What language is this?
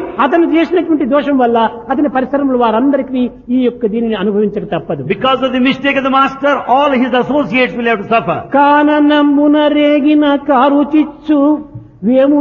Telugu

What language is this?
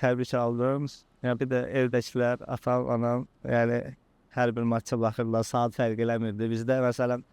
Azerbaijani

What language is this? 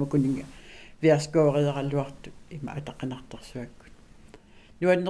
Kalaallisut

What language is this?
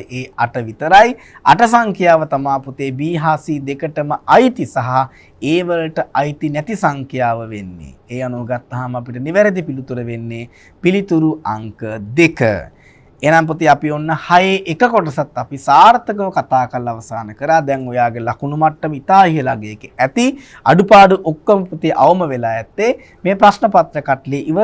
Sinhala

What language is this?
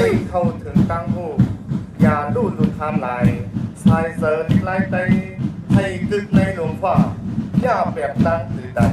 Shan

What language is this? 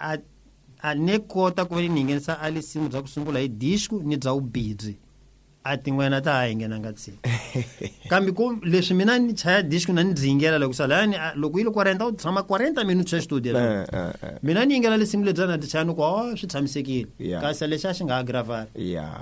Tsonga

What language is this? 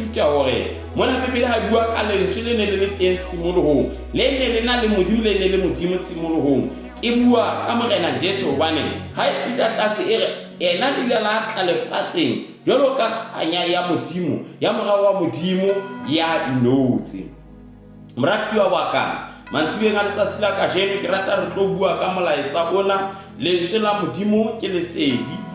Southern Sotho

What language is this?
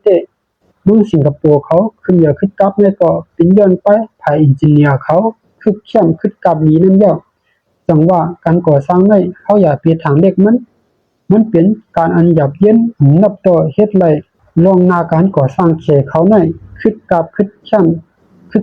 Shan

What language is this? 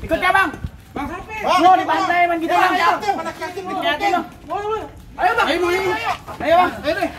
Betawi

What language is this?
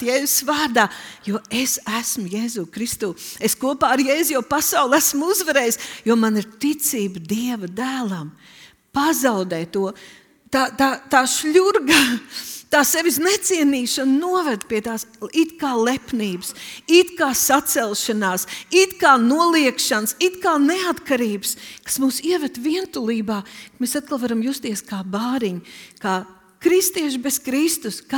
Latvian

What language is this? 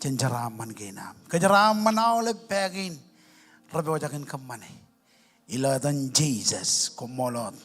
Marshallese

